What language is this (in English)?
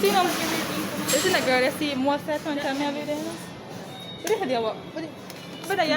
Jamaican Creole English